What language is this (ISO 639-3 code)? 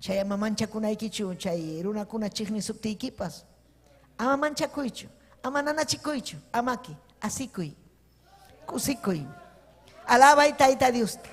quy